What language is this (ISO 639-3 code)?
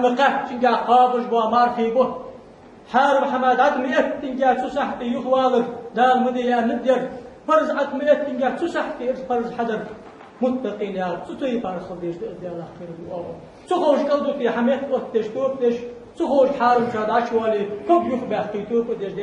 inh